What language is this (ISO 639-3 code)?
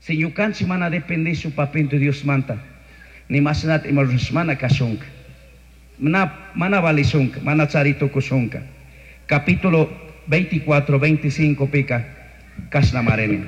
qug